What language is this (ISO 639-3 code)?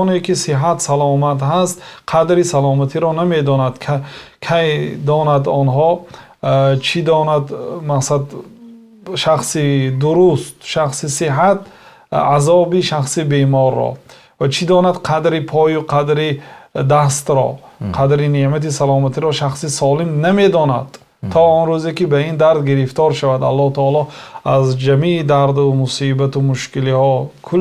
tgk